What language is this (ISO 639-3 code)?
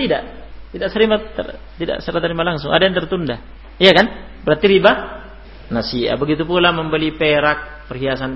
ind